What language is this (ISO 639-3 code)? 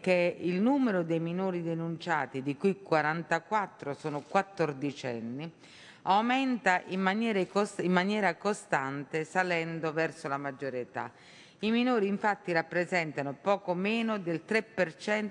ita